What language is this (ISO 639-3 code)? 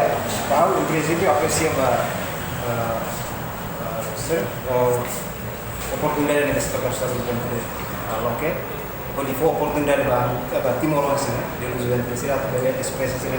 tet